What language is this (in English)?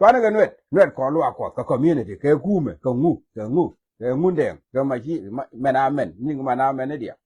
Nuer